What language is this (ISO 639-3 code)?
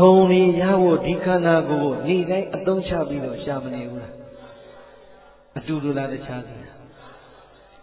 mya